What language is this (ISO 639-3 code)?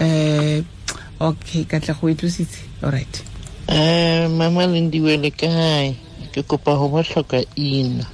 tsn